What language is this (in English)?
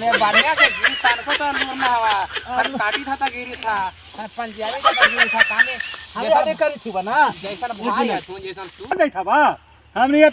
Magahi